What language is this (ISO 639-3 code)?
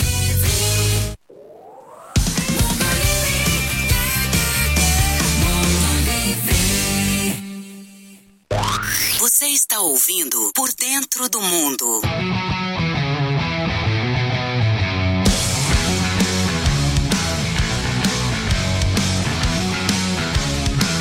por